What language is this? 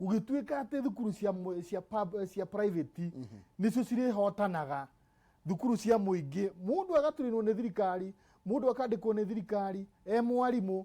Kikuyu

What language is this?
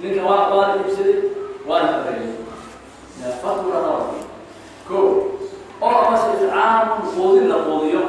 Somali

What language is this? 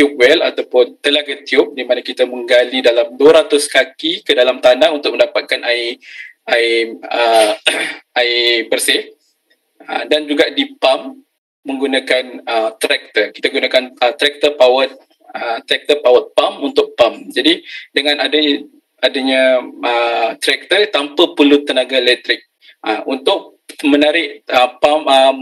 Malay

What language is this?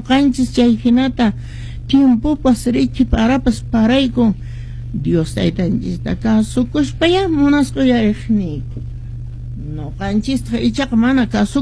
Quechua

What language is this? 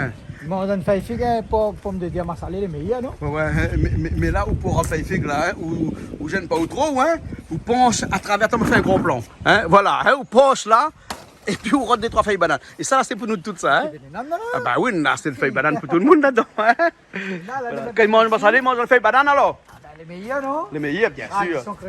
Réunion Creole French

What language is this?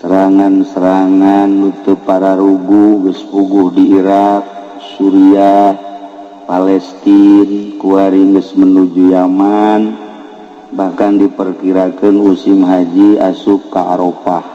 Sundanese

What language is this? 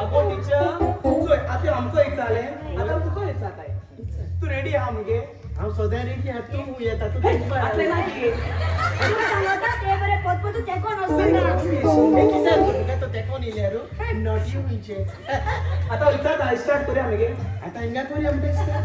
Konkani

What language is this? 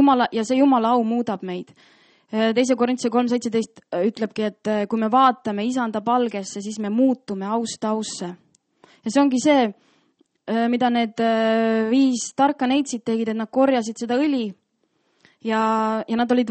Estonian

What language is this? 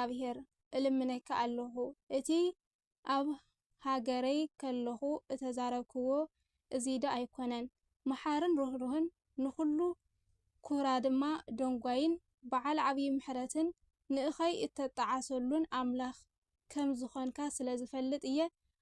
Tigrinya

